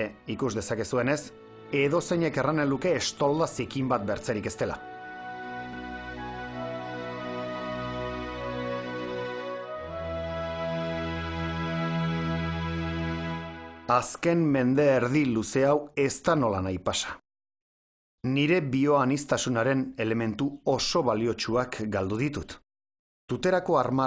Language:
Basque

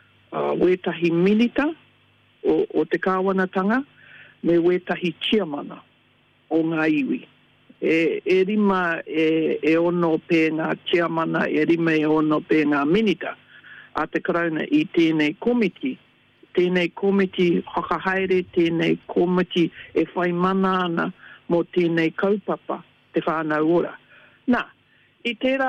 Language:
Māori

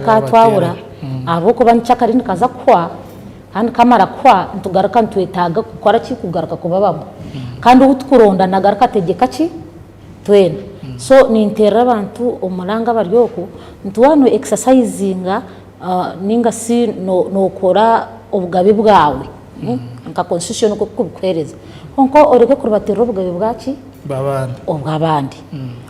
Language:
Nyankole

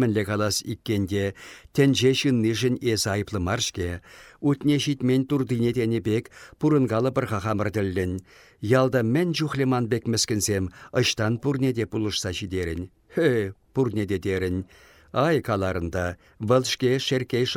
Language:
Chuvash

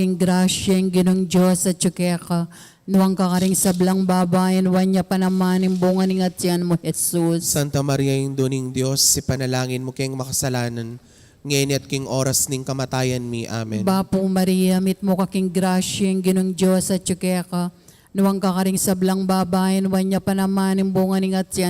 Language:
Pampanga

